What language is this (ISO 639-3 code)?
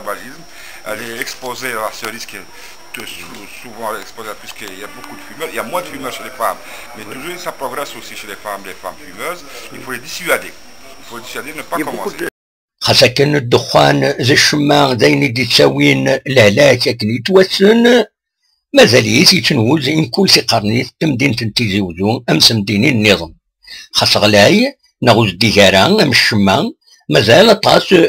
kab